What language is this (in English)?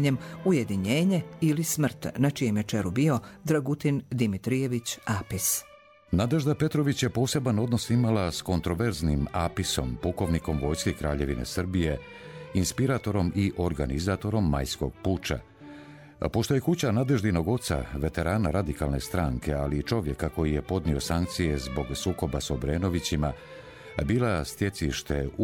Croatian